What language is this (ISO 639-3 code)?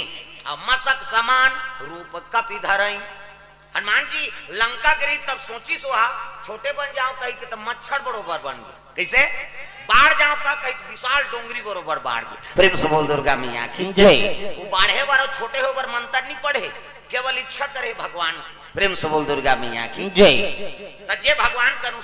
hne